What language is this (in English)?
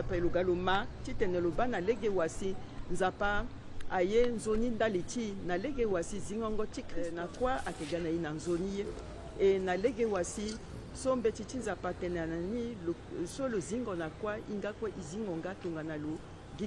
Sango